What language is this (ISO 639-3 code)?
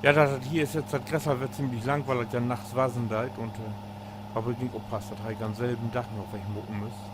nds